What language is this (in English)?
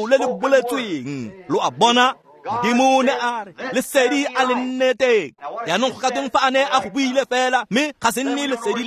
Tswana